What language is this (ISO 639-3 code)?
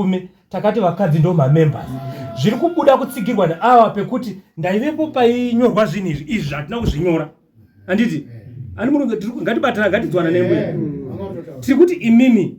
sna